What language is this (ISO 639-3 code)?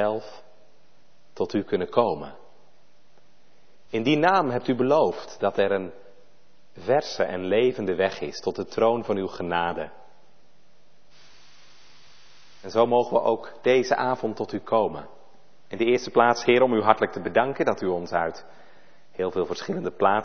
nld